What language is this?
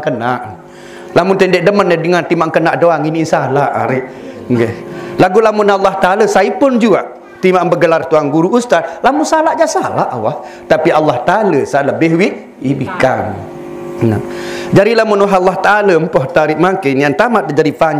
Sasak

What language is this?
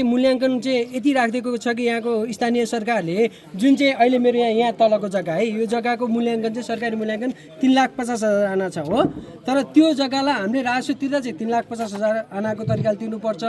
Nepali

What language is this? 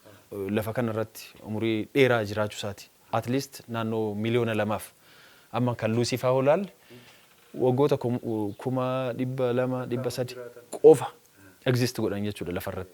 Oromo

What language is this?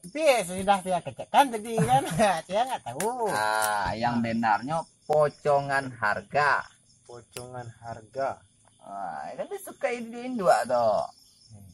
Minangkabau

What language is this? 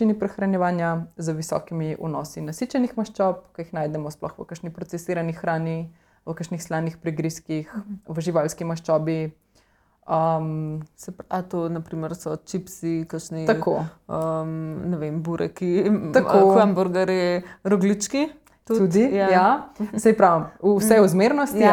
Slovenian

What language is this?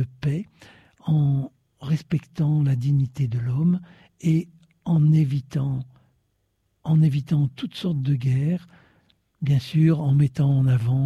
French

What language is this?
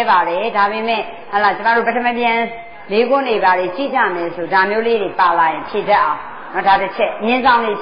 Burmese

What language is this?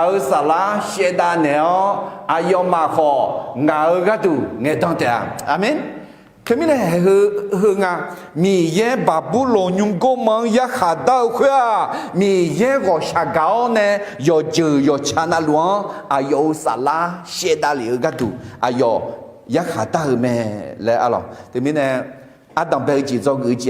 Akha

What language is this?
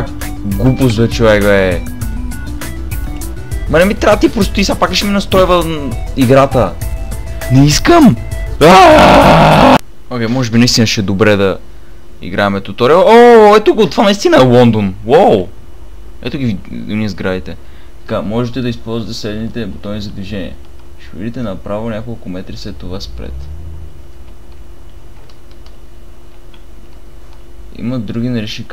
Bulgarian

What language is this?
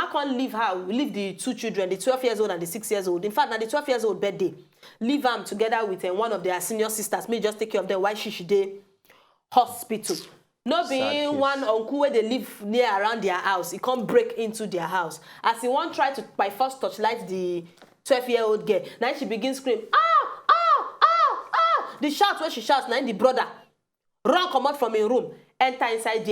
Nigerian Pidgin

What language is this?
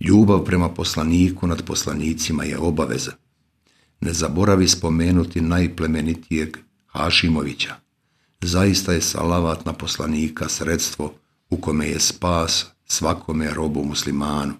Bosnian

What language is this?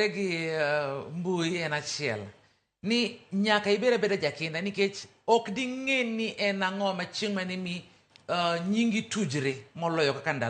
Luo (Kenya and Tanzania)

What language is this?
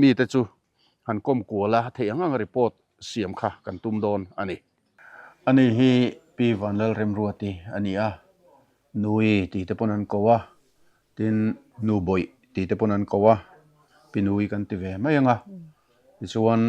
Mizo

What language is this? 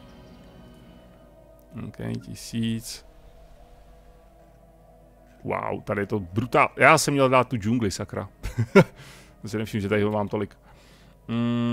Czech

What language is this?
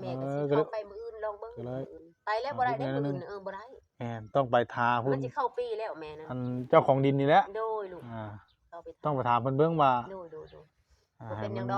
Northeastern Thai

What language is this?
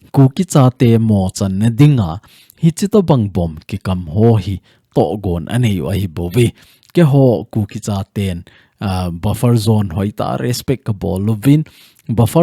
Thado Chin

